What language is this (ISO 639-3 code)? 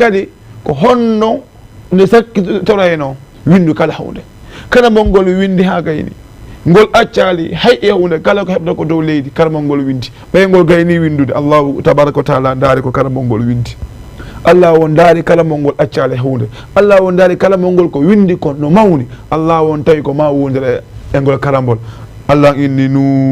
ful